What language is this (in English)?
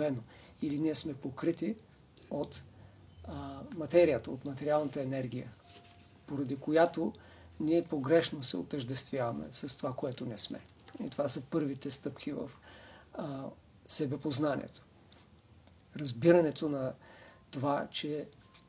Bulgarian